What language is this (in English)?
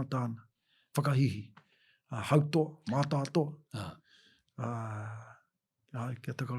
Māori